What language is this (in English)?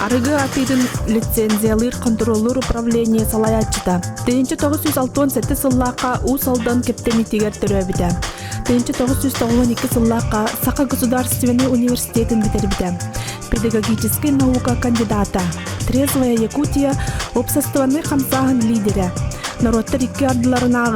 Yakut